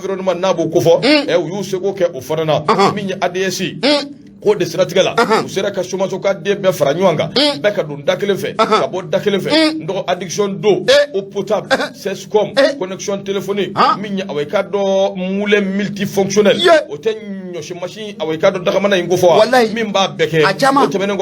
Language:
Bambara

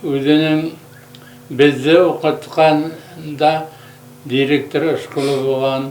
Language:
Bashkir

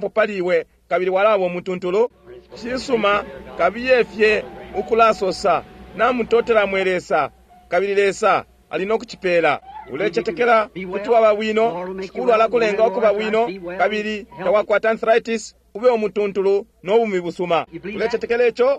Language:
Bemba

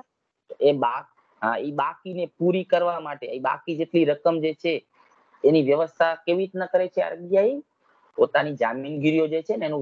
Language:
Gujarati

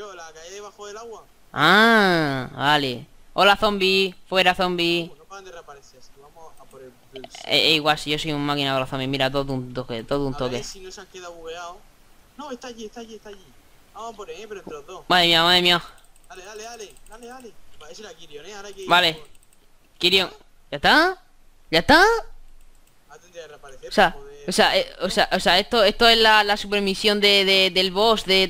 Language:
Spanish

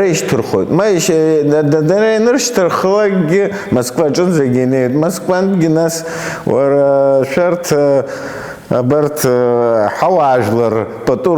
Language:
Abkhazian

